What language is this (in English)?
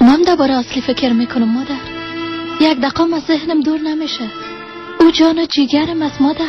Persian